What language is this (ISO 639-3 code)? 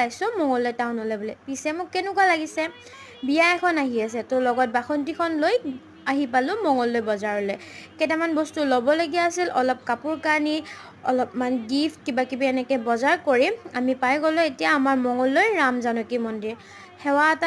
asm